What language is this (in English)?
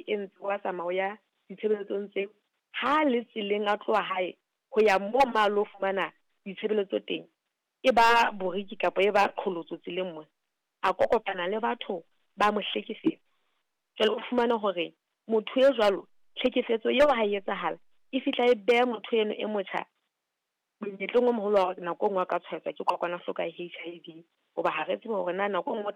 Southern Sotho